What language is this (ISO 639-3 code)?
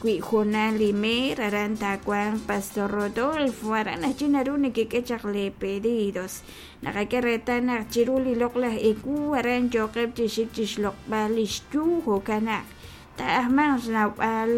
kek